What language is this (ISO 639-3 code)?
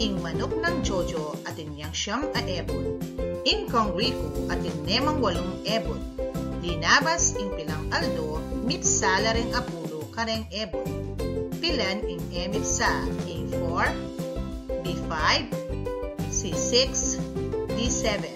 pam